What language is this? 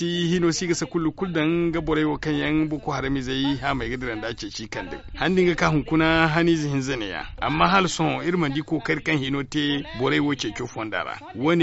Zarma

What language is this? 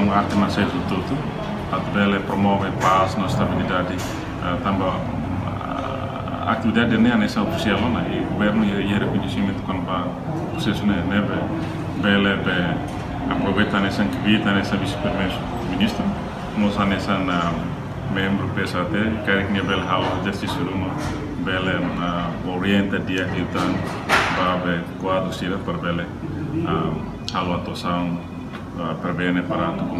Tetum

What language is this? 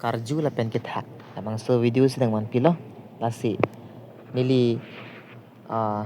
Karbi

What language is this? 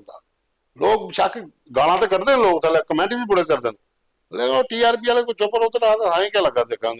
Dogri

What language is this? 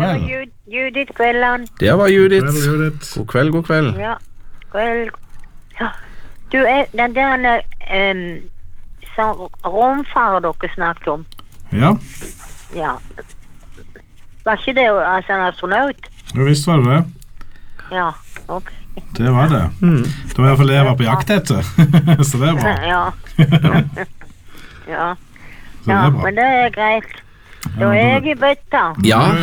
Norwegian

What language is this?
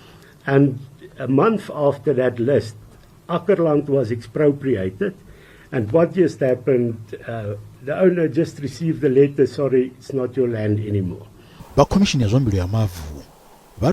Venda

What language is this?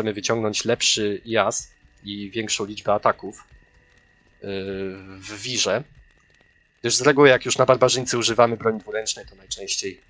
Polish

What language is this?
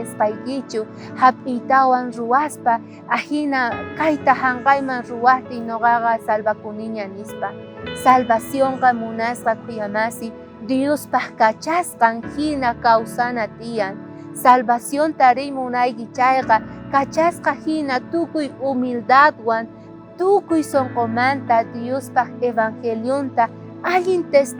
South Bolivian Quechua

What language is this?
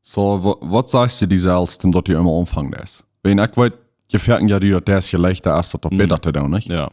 Plautdietsch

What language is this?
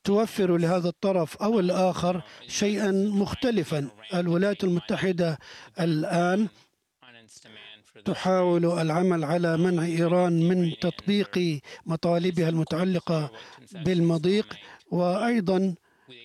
Arabic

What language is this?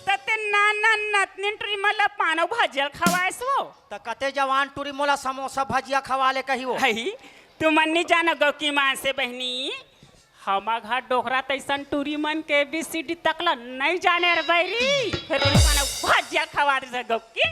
Chhattisgarhi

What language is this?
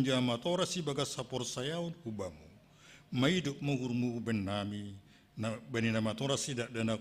Batak Simalungun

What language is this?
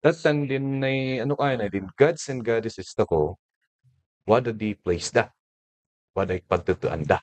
Kankanaey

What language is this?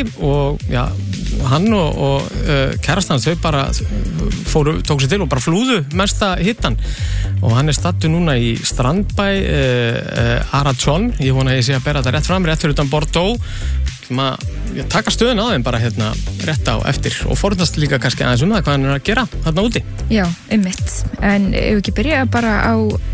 Icelandic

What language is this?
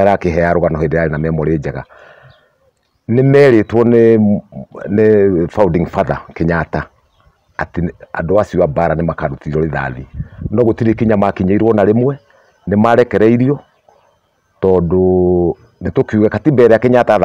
Kikuyu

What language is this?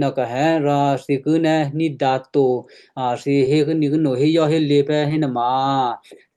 Western Kayah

